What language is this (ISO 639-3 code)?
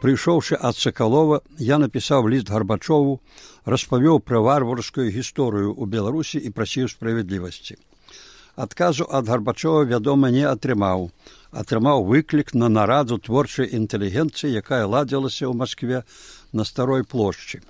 bel